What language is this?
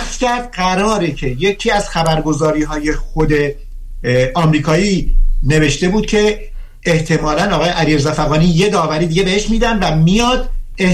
Persian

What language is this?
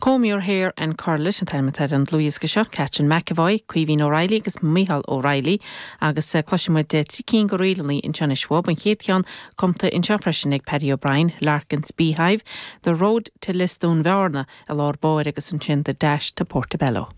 Irish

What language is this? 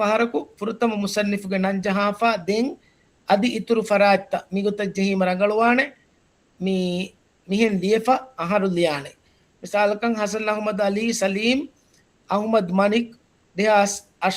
Divehi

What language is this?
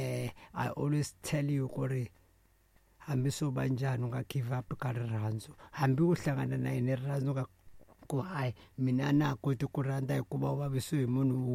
Tsonga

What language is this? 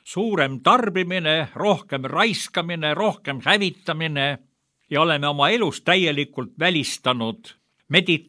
Estonian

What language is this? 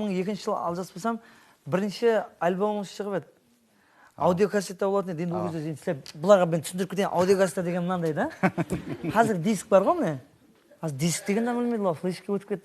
Kara-Kalpak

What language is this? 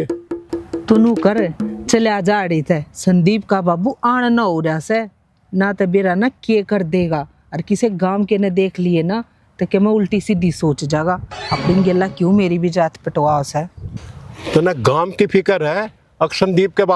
Haryanvi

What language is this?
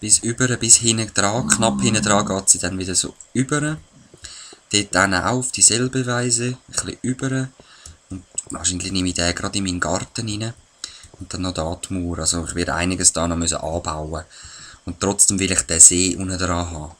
Swiss German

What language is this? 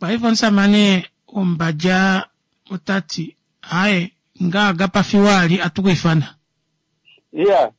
Kuanyama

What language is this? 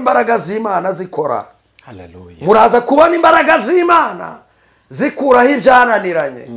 Kinyarwanda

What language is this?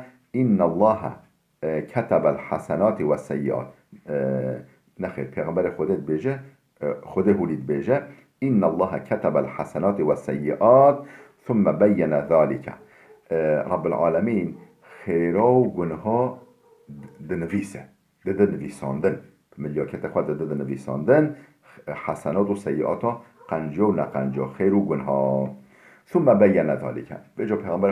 Kurdish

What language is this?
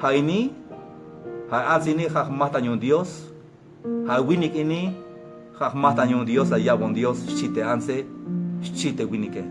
Tzeltal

